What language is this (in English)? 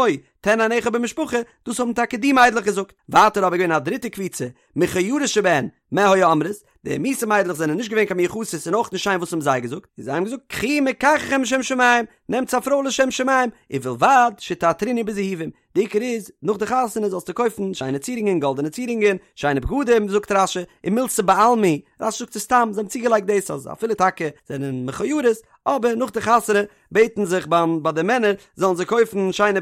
Yiddish